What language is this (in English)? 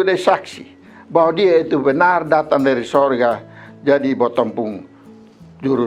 Kupang Malay